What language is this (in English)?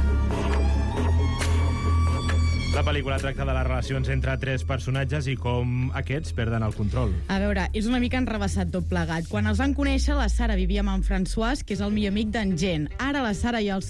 Catalan